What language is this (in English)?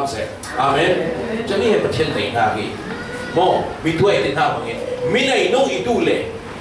Falam Chin